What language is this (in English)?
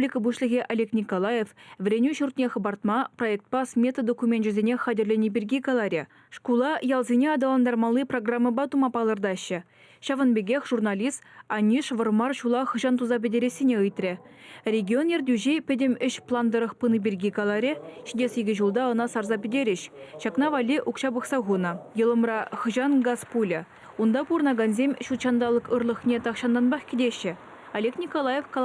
Chuvash